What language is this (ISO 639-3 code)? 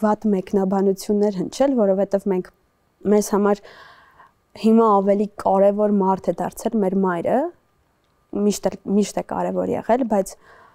hye